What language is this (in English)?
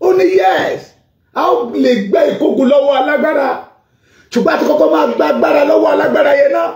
Yoruba